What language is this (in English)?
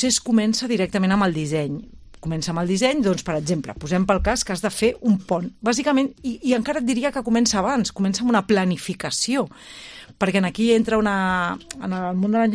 Catalan